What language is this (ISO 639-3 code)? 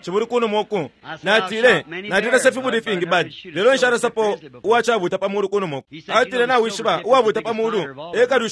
bem